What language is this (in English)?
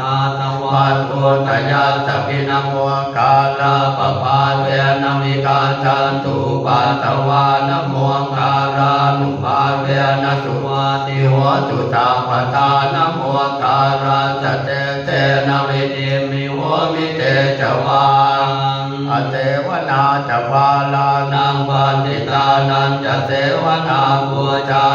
Pali